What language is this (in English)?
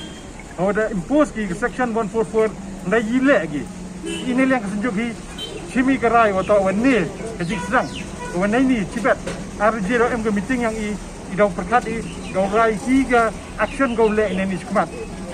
Pnar